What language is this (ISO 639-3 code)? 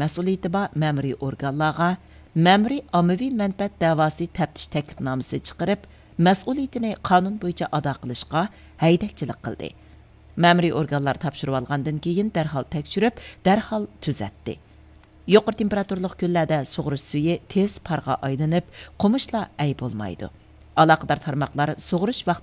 uig